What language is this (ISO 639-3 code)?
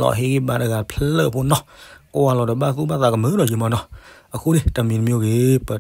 ksw